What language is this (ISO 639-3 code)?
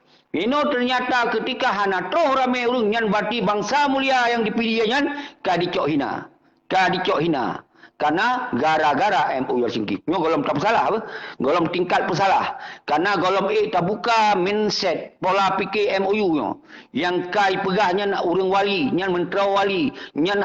ace